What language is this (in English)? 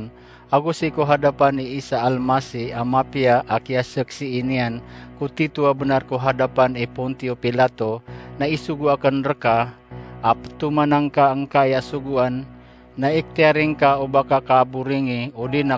Maranao